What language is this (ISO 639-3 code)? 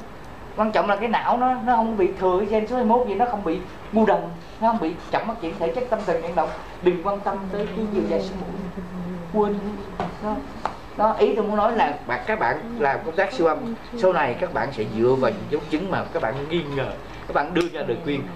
vie